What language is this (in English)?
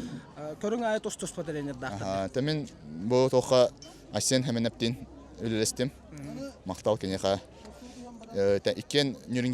Yakut